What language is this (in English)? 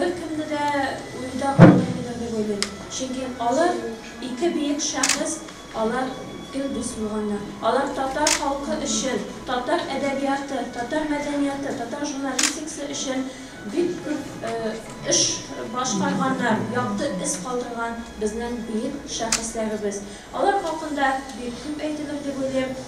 Tatar